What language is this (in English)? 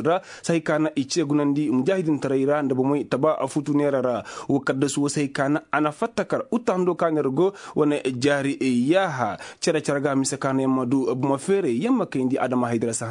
Koyraboro Senni